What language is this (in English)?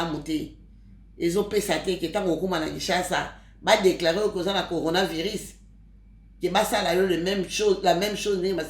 Lingala